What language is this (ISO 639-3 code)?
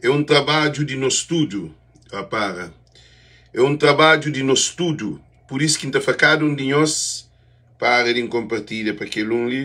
kea